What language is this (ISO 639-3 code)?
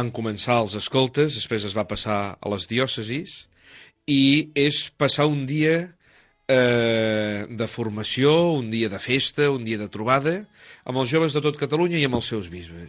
cat